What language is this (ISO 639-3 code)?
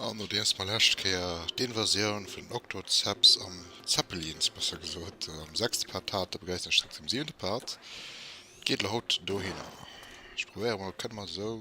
ltz